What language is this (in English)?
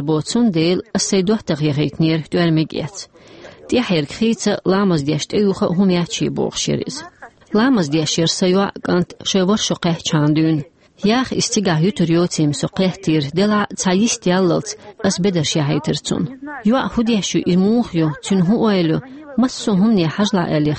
Chechen